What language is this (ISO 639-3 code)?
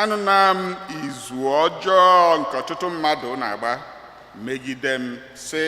ibo